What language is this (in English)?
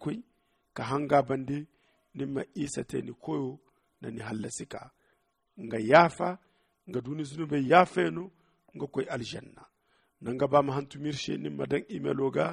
Zarma